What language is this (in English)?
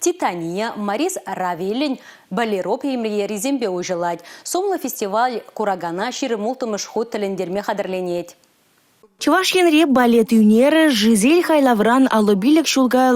Chuvash